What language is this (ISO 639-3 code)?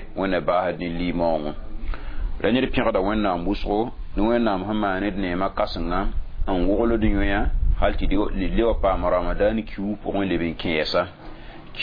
mos